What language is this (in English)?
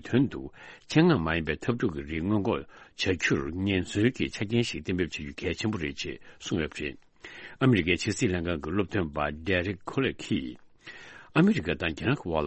Tibetan